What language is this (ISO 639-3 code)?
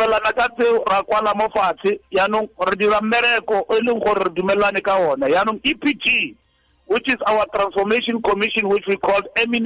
tsn